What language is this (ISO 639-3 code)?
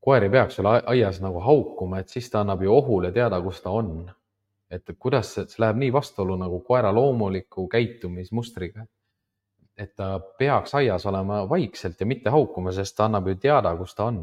est